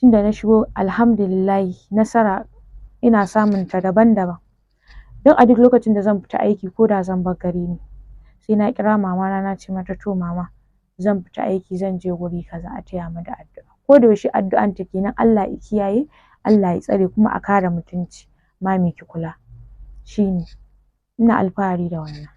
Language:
Hausa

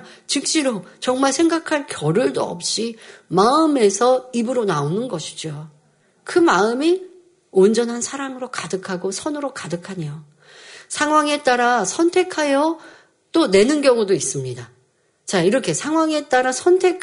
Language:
Korean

